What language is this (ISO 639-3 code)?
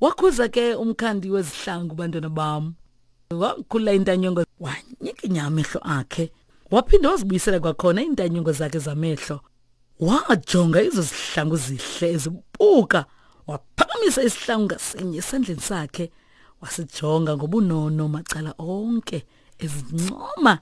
xho